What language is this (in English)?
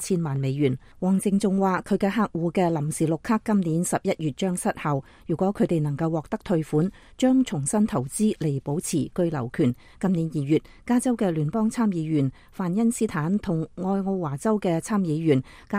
Cantonese